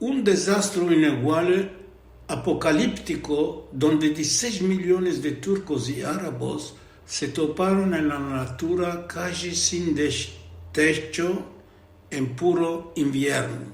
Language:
Ladino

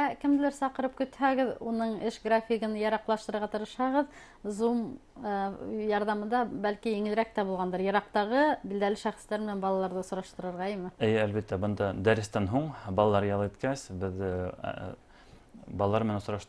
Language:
Bashkir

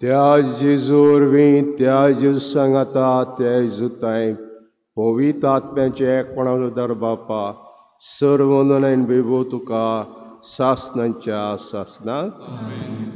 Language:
Konkani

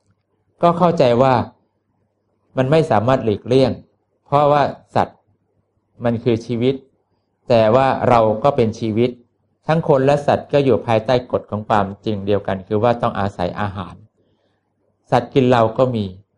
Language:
Thai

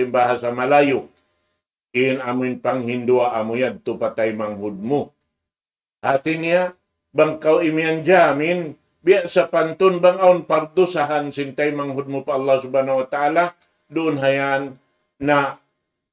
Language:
Tausug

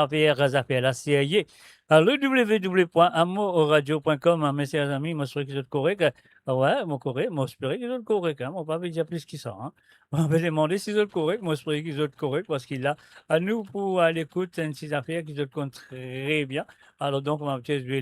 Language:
Morisyen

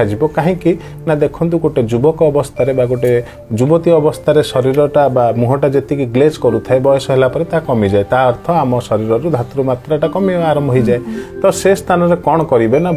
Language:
Odia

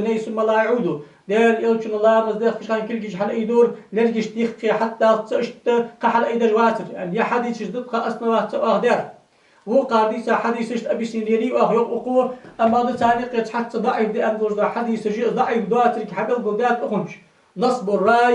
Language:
Ingush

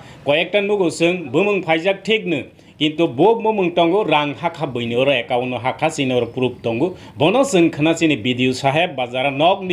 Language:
Kok Borok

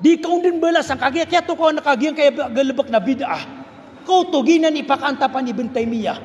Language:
Maranao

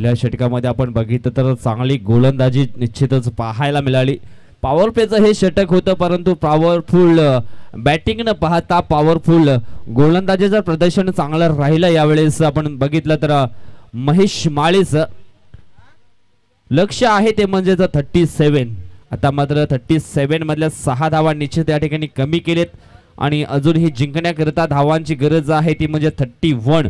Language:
Marathi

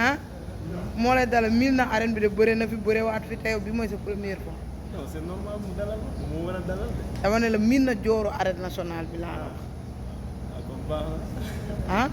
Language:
Wolof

